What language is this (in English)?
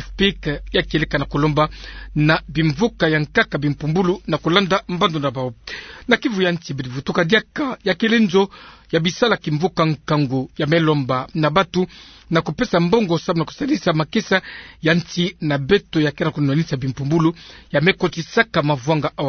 Kituba (Democratic Republic of Congo)